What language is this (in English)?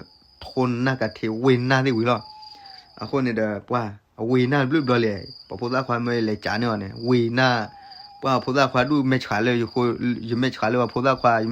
S'gaw Karen